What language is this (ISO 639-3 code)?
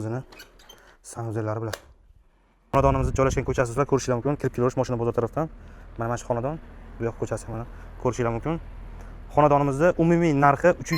uzb